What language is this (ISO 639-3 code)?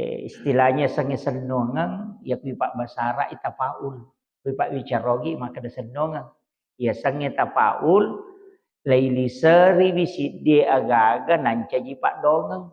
bug